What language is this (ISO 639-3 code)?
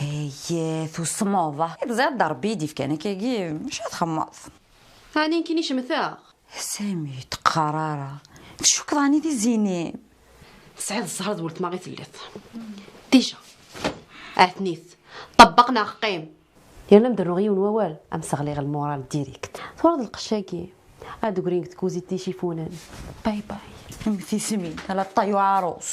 kab